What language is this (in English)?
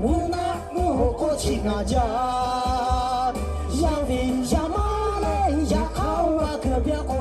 Lahu